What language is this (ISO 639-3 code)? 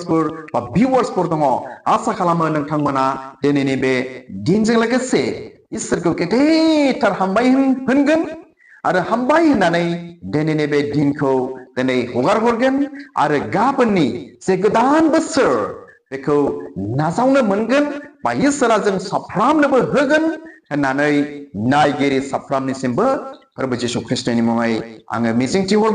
brx